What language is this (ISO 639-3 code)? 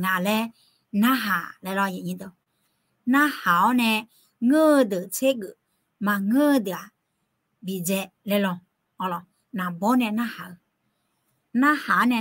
ahk